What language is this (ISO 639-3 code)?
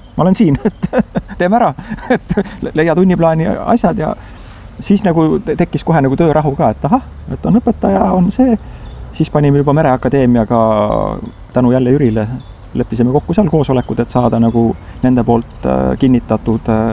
est